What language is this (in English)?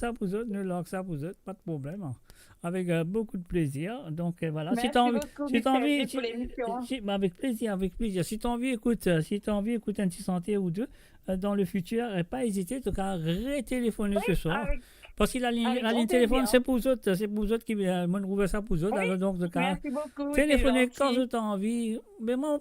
Morisyen